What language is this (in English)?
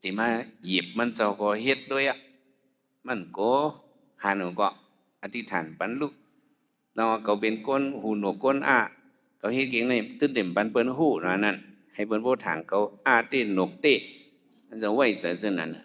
Shan